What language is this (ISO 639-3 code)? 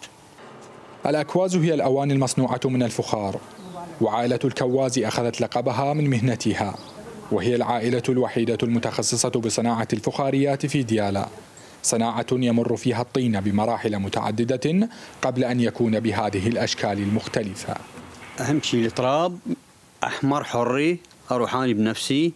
acm